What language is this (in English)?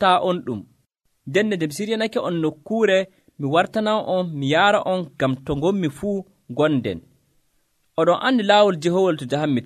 Nigerian Fulfulde